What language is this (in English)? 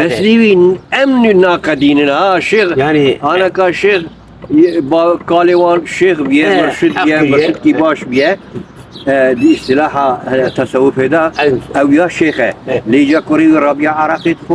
Kurdish